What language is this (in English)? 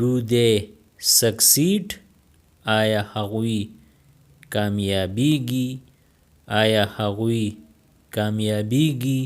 Pashto